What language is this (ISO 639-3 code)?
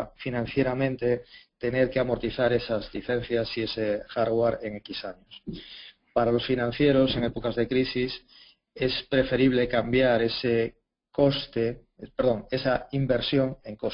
spa